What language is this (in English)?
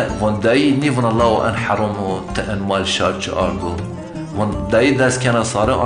Zaza